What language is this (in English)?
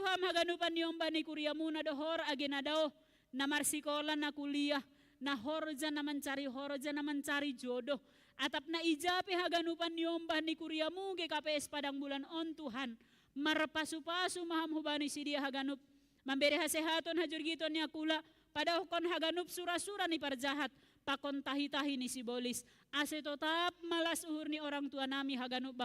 Batak Simalungun